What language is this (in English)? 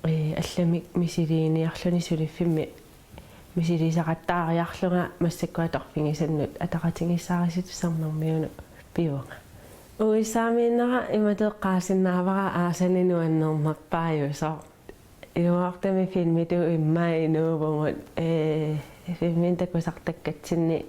Kalaallisut